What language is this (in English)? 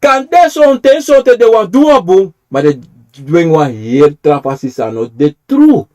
Sranan Tongo